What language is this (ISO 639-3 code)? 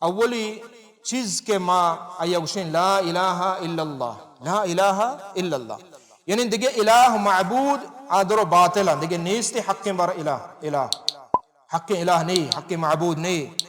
bal